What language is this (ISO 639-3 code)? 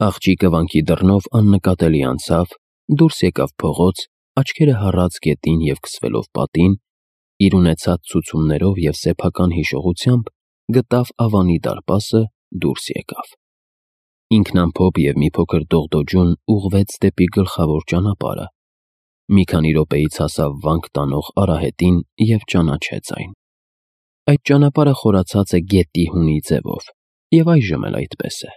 hye